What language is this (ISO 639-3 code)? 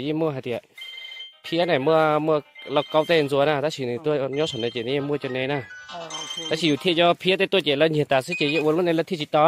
hmn